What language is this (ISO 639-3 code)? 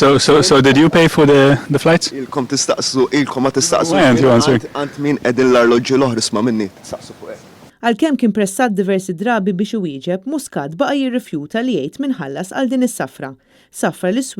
mlt